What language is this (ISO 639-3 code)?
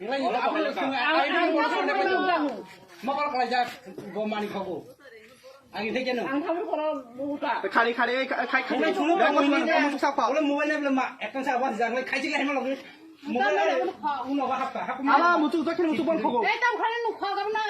trp